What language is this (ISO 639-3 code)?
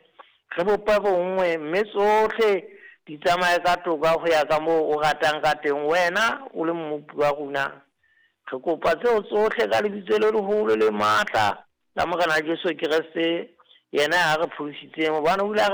sot